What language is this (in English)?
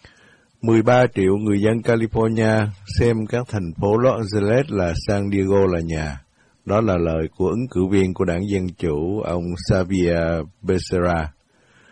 Vietnamese